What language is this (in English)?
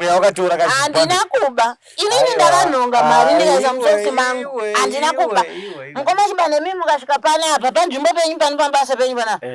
Shona